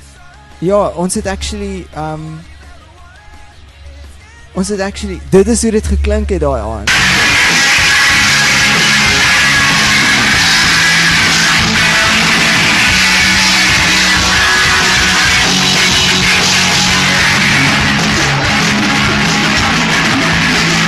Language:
Afrikaans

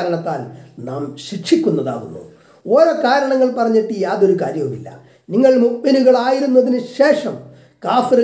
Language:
Malayalam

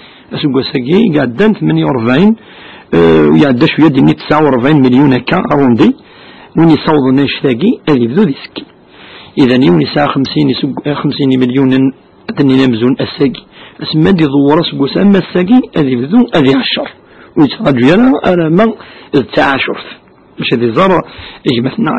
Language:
Kabyle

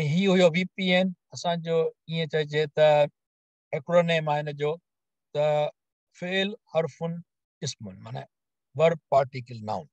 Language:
Sindhi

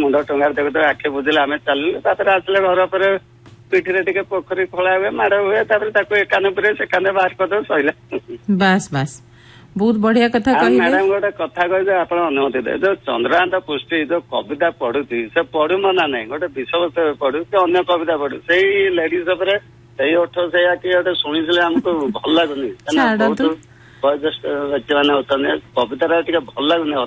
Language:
Odia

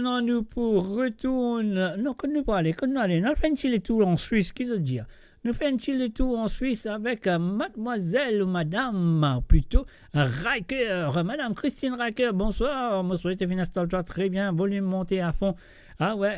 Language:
Morisyen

